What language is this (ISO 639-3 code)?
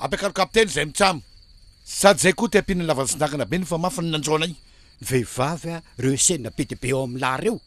mlg